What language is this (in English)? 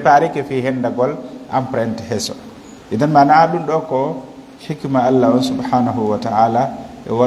Fula